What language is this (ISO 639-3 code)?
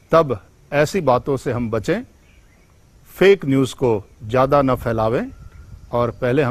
guj